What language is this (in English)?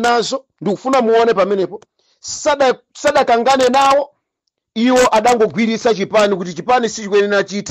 Nyanja